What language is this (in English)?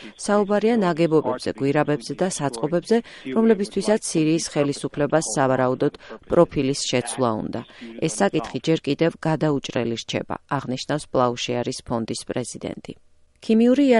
Georgian